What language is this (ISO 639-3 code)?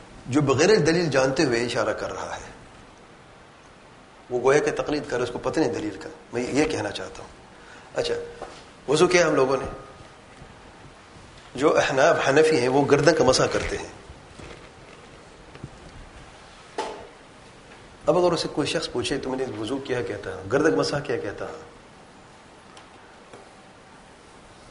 urd